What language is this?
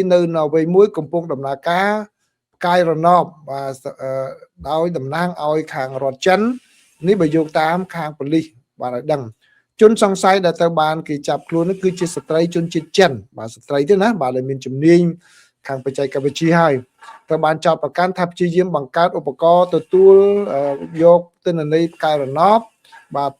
Khmer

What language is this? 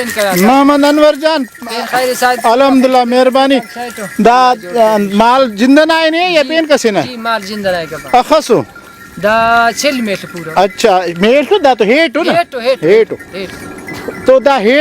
Brahui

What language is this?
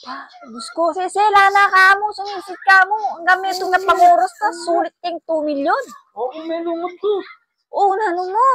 Pampanga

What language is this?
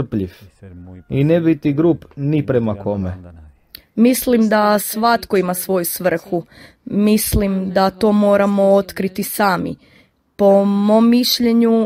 Croatian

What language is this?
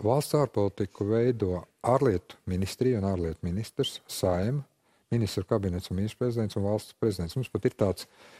Latvian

